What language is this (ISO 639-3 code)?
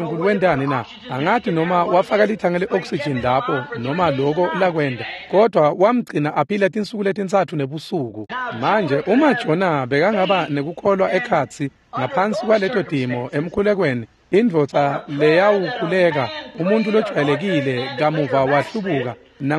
ssw